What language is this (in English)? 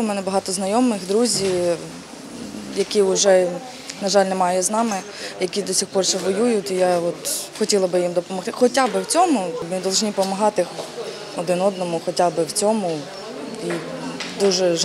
Ukrainian